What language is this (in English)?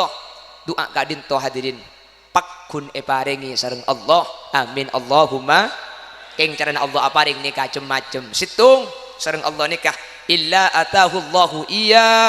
Madurese